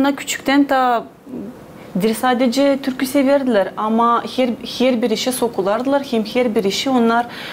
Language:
Gagauz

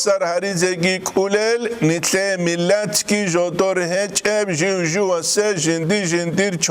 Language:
Avaric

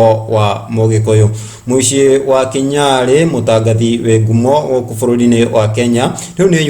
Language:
Kikuyu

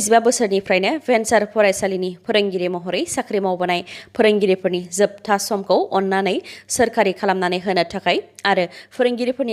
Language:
Bodo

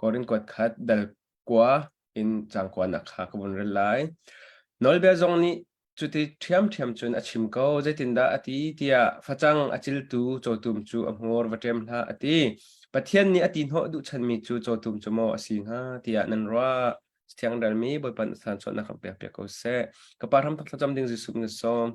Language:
Hakha Chin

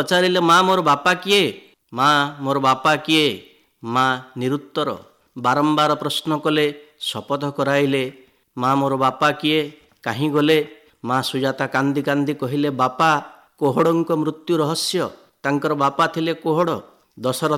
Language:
Odia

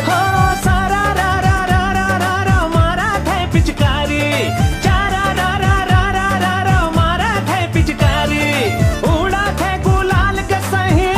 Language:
Chhattisgarhi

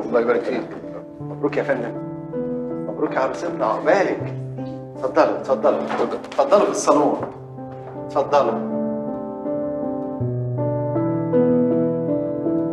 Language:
Egyptian Arabic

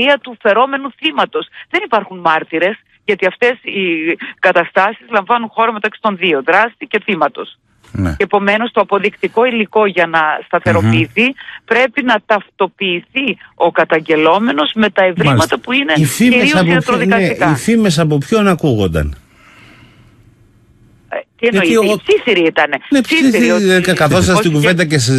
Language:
Greek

